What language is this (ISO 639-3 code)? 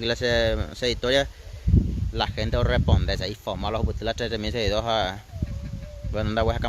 grn